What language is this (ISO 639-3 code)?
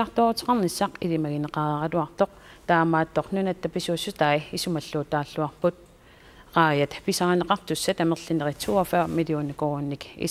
kal